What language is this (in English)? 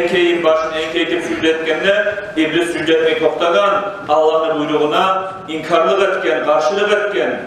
Kumyk